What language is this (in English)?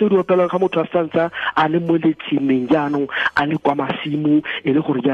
Tswana